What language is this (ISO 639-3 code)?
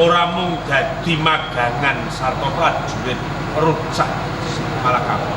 jav